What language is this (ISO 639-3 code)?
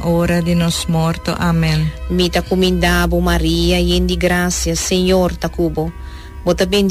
pap